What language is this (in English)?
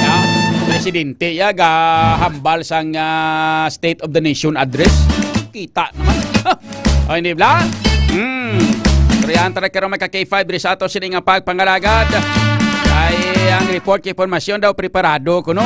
Hiligaynon